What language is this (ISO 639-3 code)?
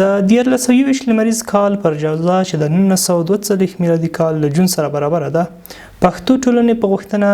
pus